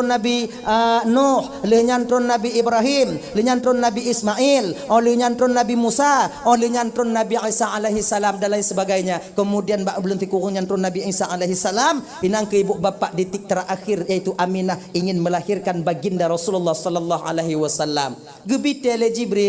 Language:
Achinese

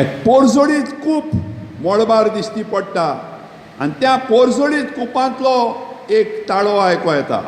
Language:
Konkani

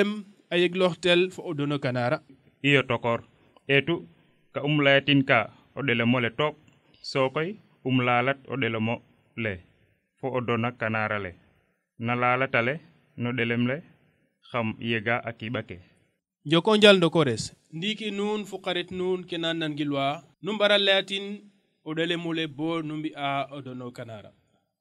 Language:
Serer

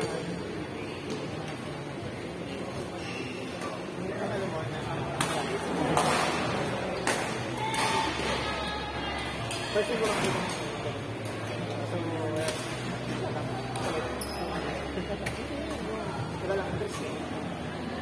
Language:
Filipino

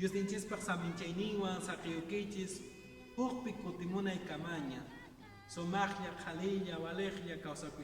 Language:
Quechua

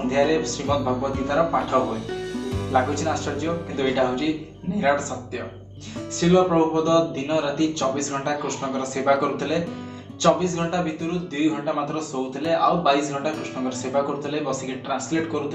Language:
Odia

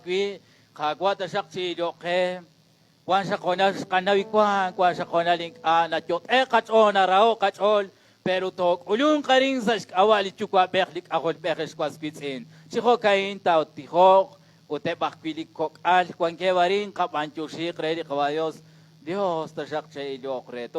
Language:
Kekchí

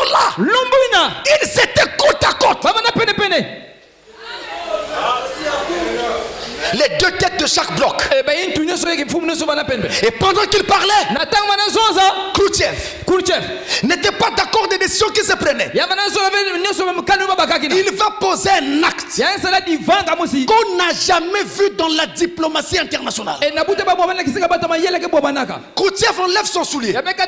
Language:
French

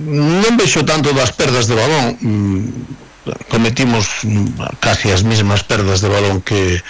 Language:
Galician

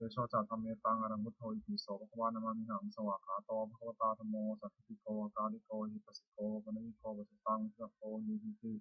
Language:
Pali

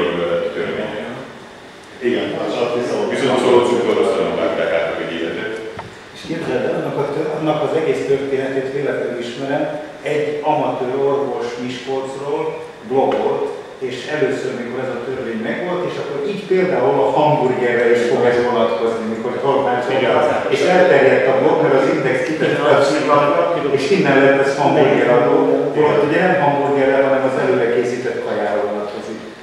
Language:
Hungarian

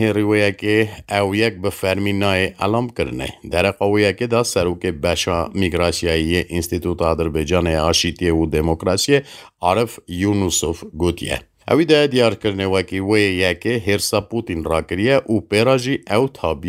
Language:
Kurdish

